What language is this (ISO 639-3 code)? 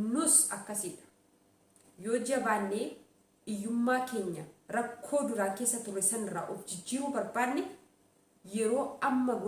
orm